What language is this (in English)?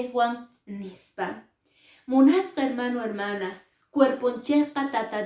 Quechua